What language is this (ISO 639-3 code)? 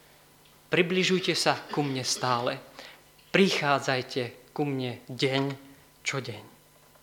slk